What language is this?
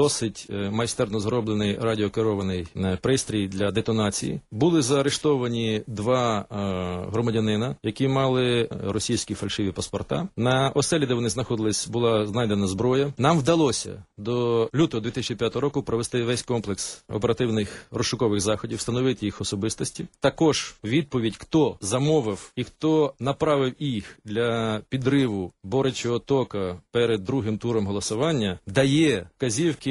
Ukrainian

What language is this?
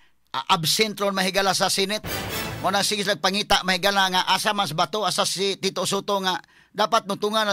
Cebuano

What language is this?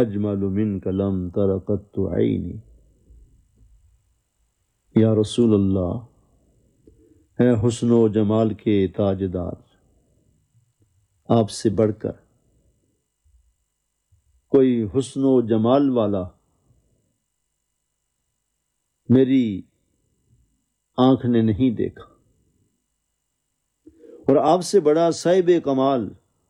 Urdu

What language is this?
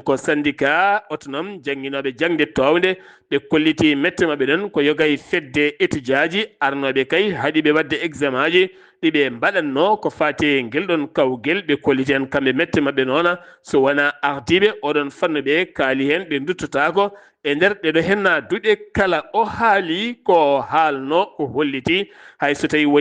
Fula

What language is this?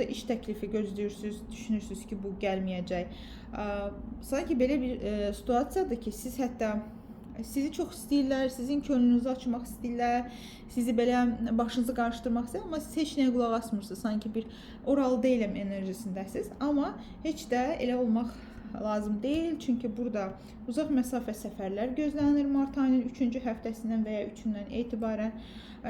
Azerbaijani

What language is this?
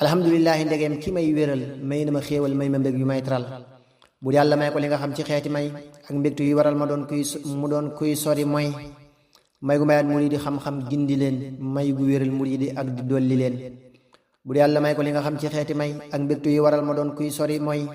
Wolof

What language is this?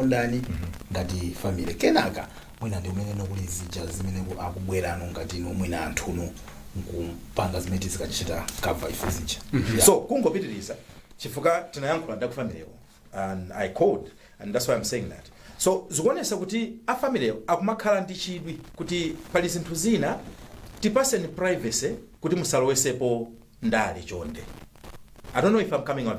Nyanja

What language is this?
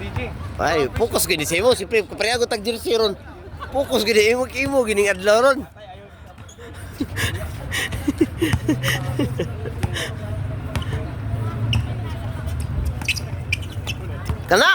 Cebuano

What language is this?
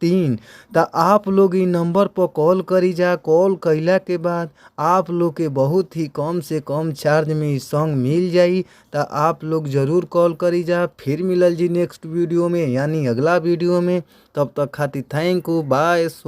Bhojpuri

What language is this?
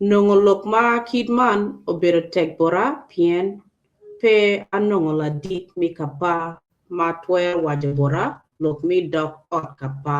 Acoli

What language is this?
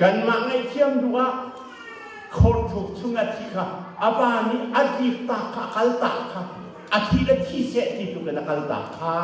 Hakha Chin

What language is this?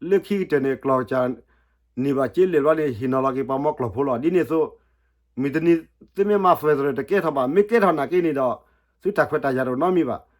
S'gaw Karen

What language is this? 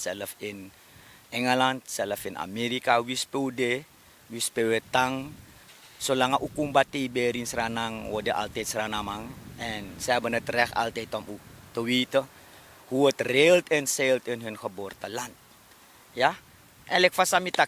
Sranan Tongo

